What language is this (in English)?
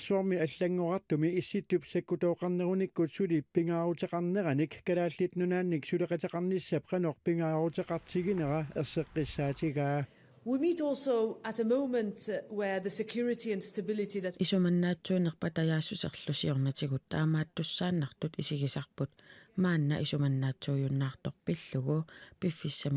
Kalaallisut